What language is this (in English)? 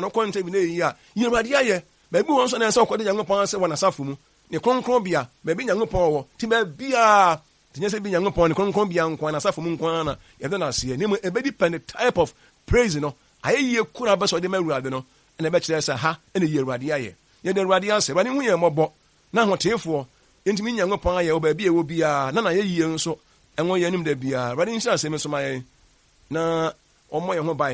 Akan